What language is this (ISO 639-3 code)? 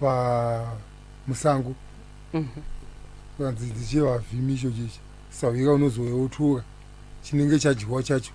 sna